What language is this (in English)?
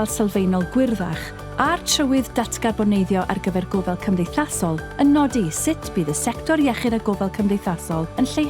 Welsh